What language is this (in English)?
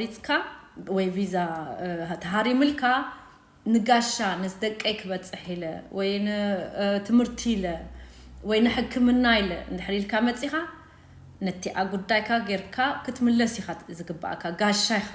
Tigrinya